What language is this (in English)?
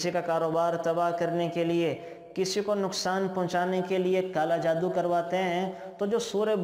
Urdu